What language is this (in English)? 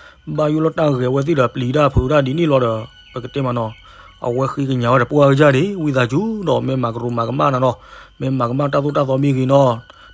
S'gaw Karen